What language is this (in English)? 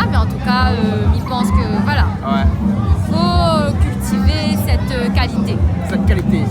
Réunion Creole French